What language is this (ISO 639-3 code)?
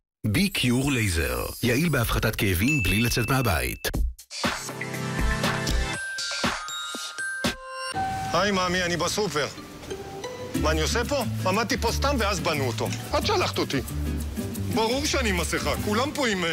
heb